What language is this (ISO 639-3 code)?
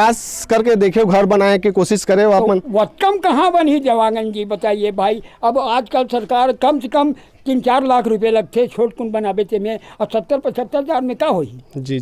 hne